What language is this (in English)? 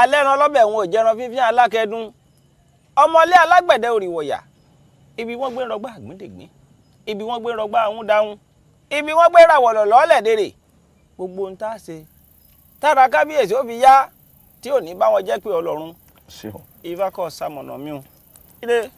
Yoruba